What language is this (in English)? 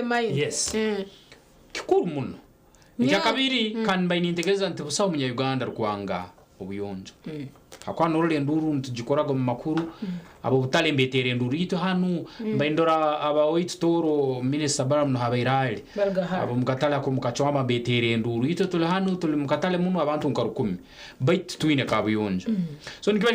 Nyankole